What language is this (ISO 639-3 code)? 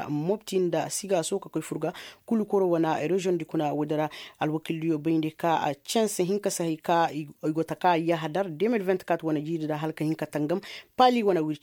ses